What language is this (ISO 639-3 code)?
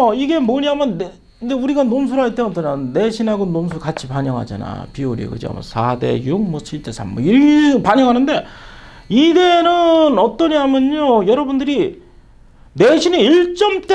kor